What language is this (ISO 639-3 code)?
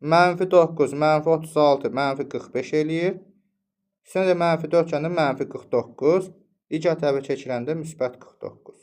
aze